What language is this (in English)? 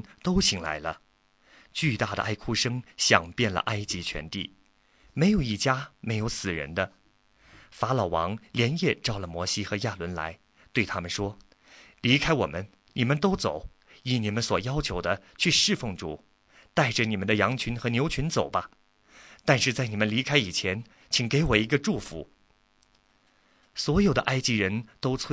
Chinese